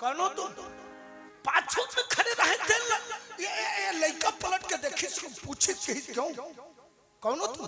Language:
Chhattisgarhi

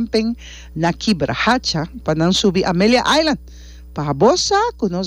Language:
Papiamento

